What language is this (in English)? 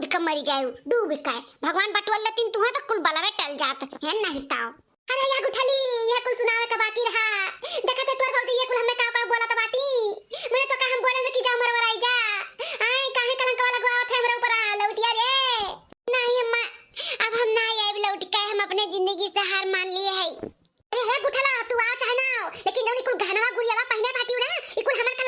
Awadhi